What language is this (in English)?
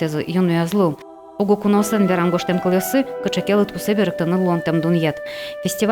Udmurt